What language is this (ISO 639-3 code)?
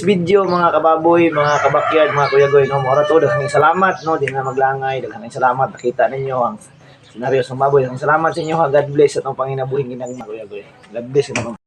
ceb